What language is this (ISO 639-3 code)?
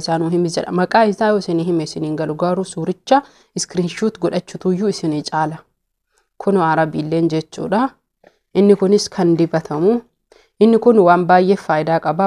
orm